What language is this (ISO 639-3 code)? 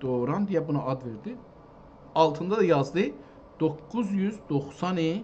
azb